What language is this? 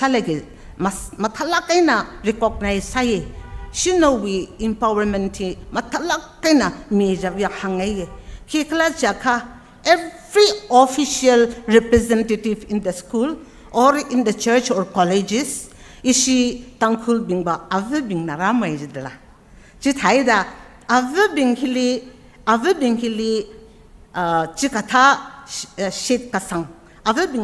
Tangkhul Naga (India)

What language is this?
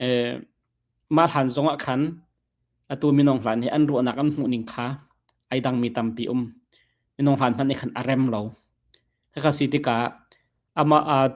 Hakha Chin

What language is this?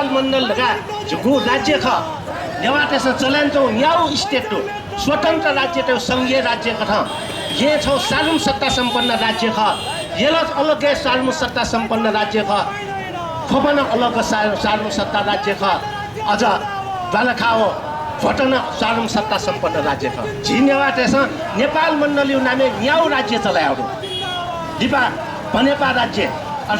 Newari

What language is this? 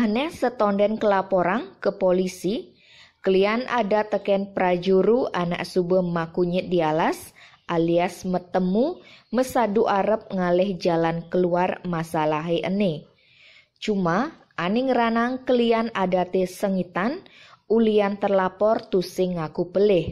Balinese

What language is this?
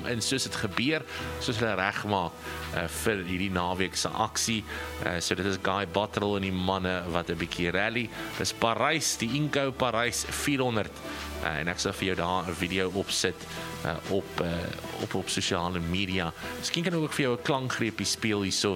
Afrikaans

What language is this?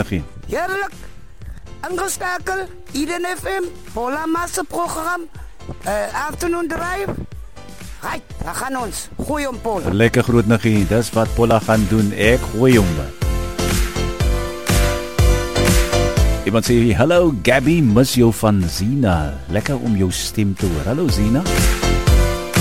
Afrikaans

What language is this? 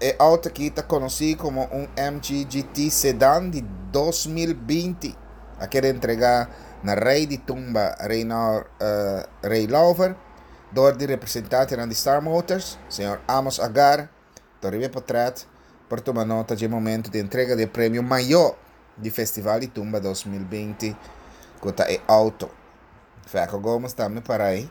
Papiamento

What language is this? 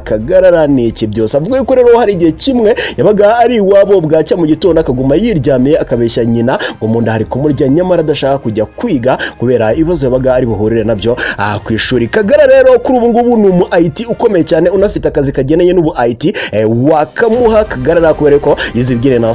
Kinyarwanda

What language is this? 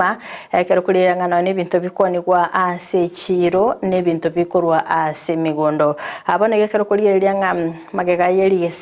Gusii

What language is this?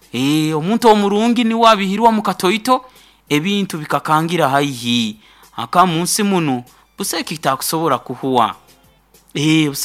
Nyoro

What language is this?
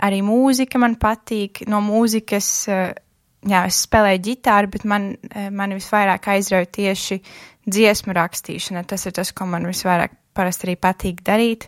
Latvian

